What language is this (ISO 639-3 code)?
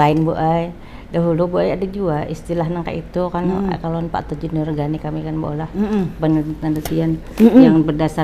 bjn